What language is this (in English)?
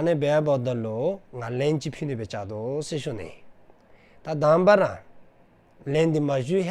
Dzongkha